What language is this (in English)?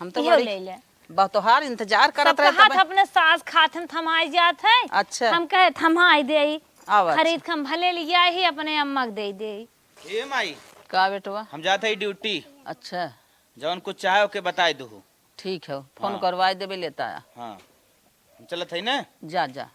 Awadhi